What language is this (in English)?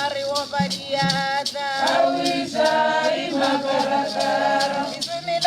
Northern Sotho